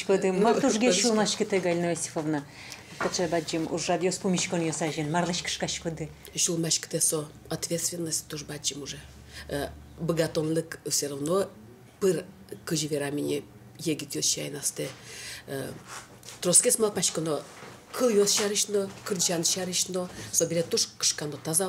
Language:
Udmurt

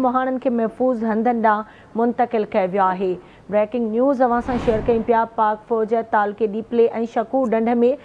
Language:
Sindhi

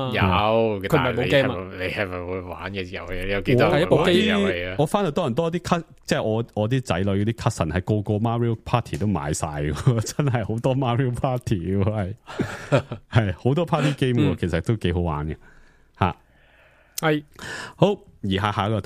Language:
Cantonese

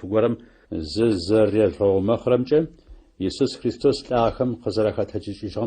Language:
Adyghe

